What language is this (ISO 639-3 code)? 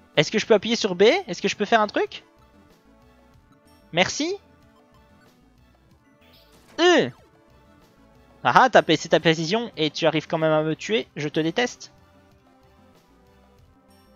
fra